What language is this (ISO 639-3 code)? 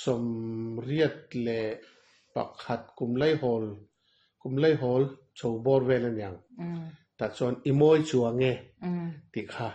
lus